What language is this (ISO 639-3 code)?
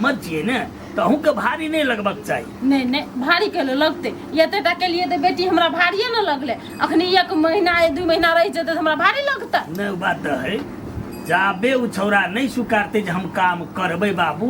mai